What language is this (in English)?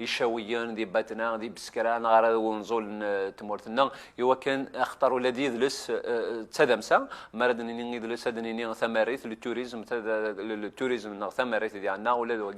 Kabyle